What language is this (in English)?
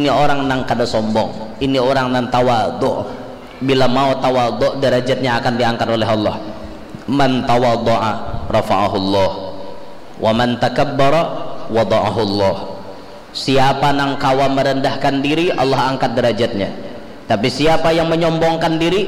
Banjar